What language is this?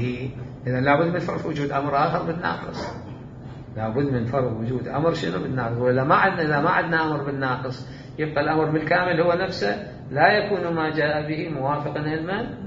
Mesopotamian Arabic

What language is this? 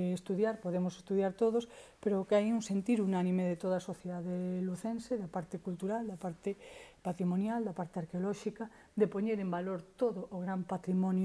Galician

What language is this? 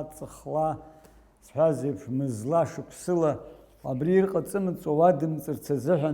Abkhazian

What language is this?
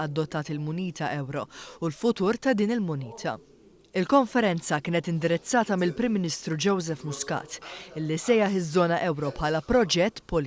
Maltese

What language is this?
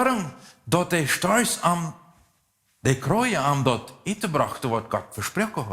Plautdietsch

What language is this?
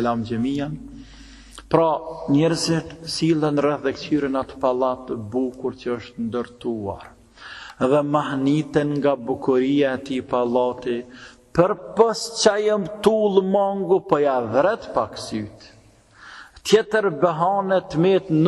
Albanian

